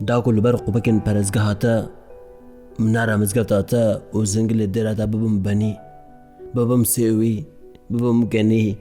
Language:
Kurdish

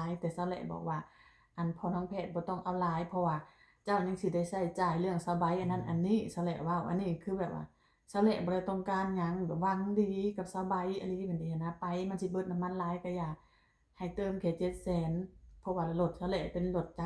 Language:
Lao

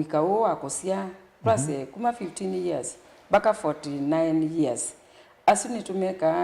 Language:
Kamba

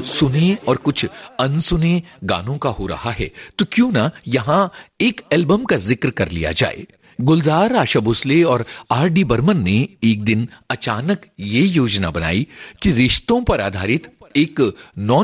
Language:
Hindi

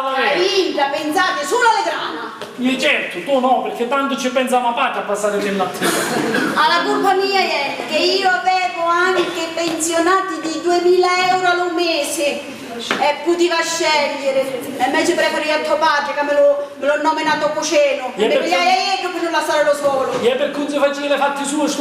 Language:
Sicilian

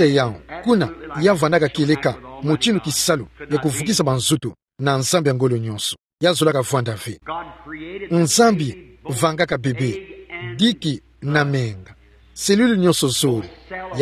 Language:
Kituba (Democratic Republic of Congo)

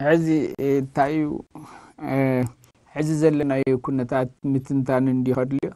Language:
Tigrinya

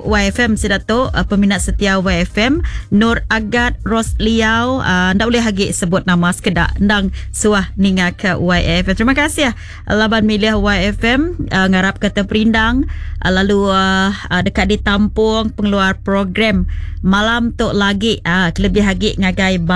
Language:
Iban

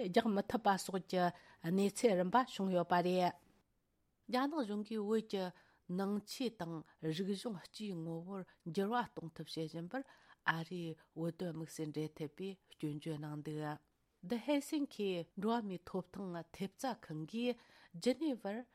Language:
Tibetan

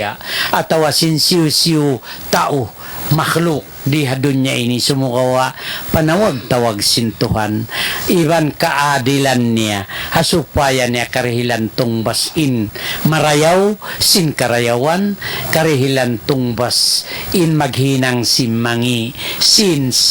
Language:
Tausug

